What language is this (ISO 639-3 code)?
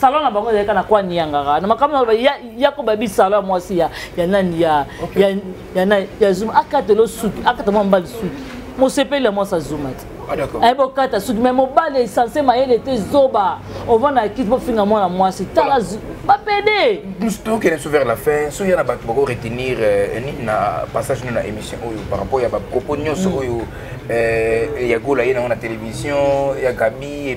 lin